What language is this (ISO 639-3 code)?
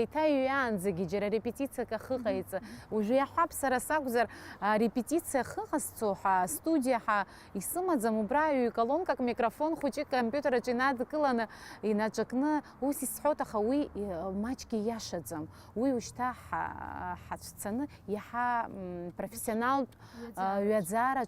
abk